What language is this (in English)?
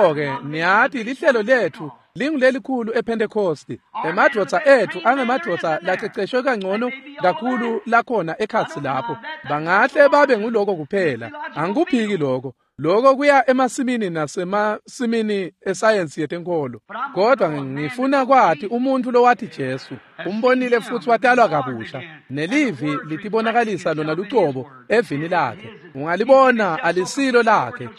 Swati